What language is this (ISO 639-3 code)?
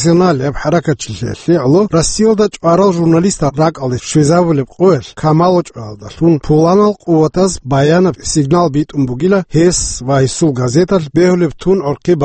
ava